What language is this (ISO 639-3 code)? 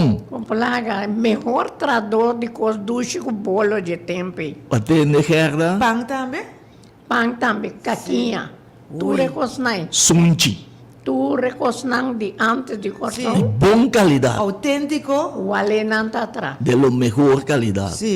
pap